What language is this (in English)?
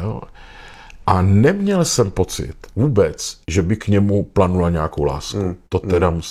Czech